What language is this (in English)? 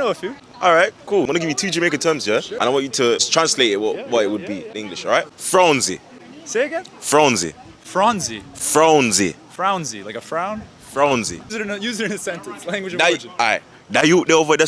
Jamaican Creole English